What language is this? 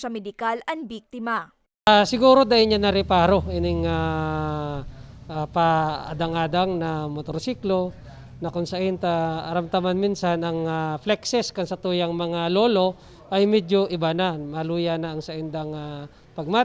Bikol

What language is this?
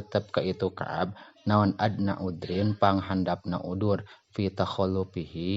Sundanese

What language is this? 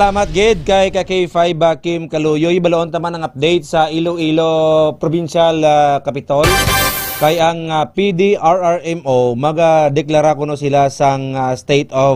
Hiligaynon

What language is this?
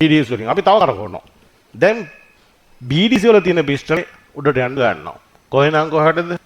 Sinhala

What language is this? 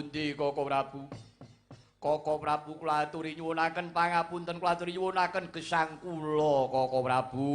Javanese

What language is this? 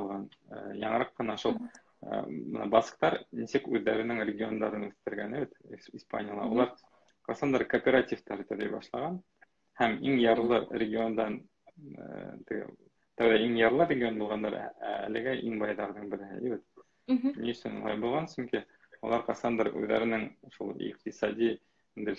Bashkir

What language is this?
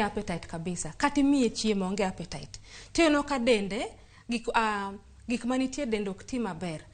Luo (Kenya and Tanzania)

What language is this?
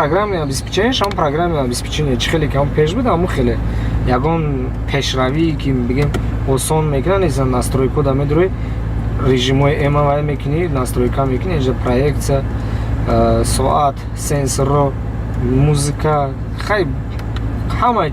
Tajik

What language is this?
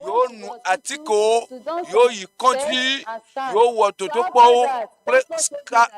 Ewe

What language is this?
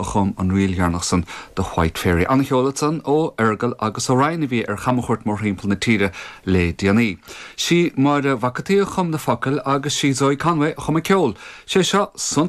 Irish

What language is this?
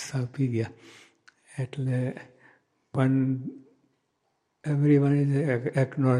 Gujarati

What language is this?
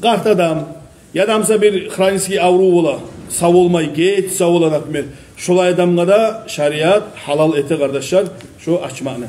Kumyk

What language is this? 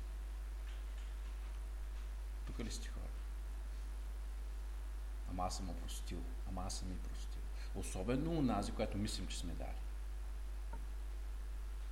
Bulgarian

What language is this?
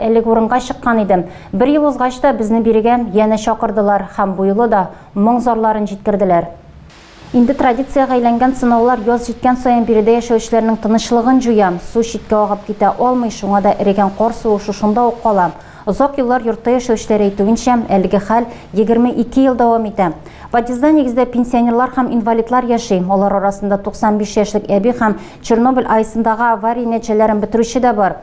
Tatar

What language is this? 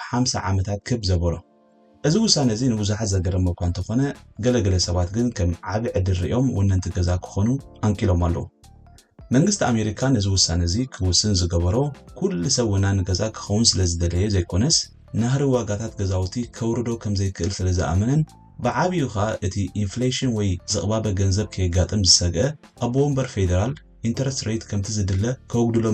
Tigrinya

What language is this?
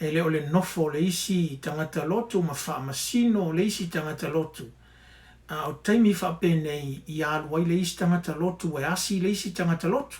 Samoan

